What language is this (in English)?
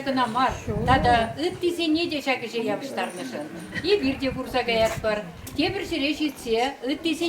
Chuvash